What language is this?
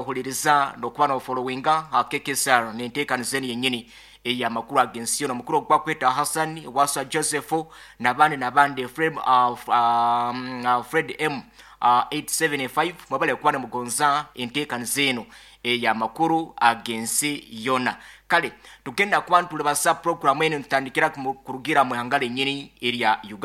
Nyoro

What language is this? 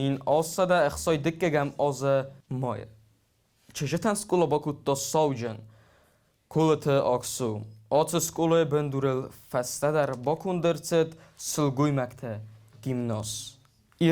Ossetic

